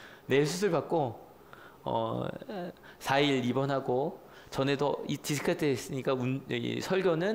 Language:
Korean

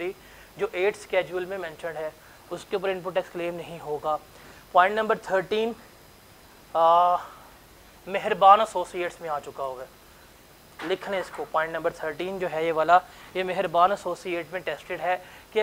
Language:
Hindi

